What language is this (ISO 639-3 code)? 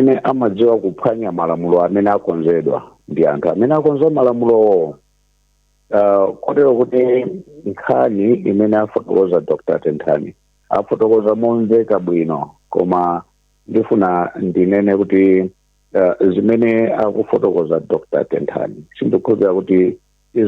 nya